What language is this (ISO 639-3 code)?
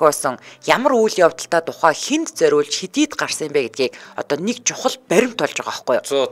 mon